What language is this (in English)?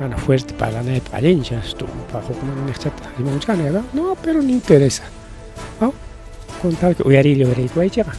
Ayacucho Quechua